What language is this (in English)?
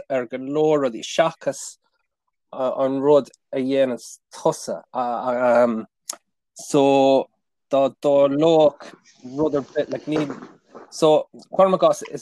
Irish